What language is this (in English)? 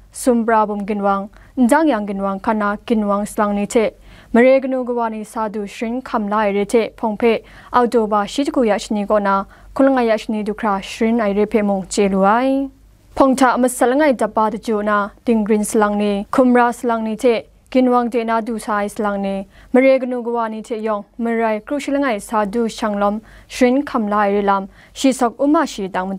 Kachin